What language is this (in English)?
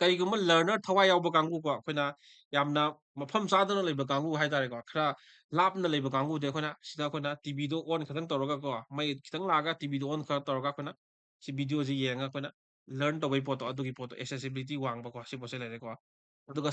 Manipuri